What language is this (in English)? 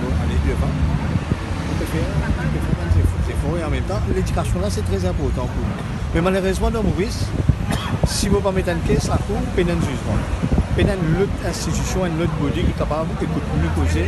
Morisyen